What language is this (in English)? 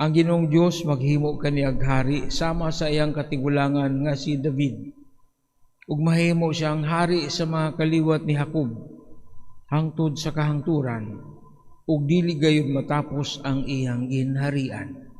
Cebuano